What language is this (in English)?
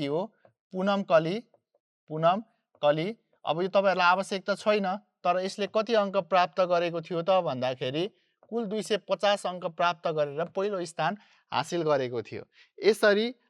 Nepali